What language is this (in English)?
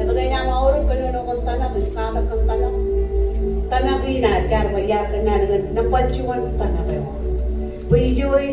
Marshallese